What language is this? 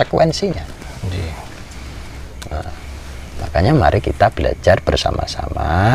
Indonesian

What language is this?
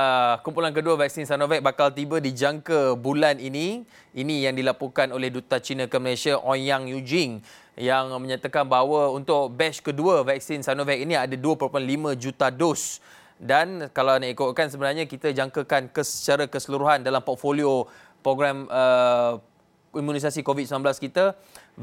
Malay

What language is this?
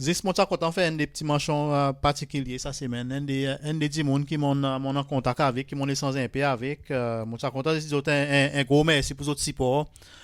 Seselwa Creole French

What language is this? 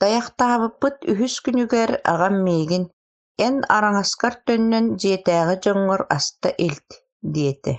Yakut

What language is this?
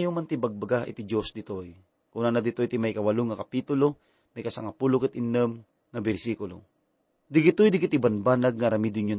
Iloko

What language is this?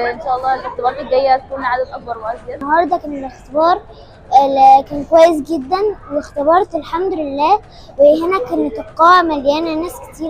Egyptian Arabic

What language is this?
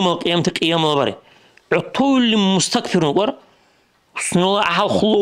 Dargwa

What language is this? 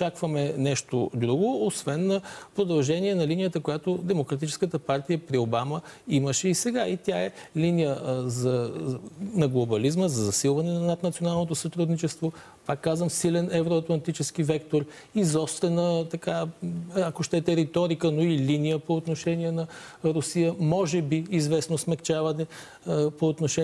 Bulgarian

